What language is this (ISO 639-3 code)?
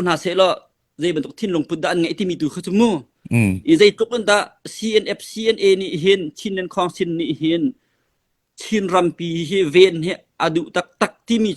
cnh